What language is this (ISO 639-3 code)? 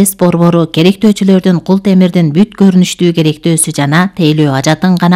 kir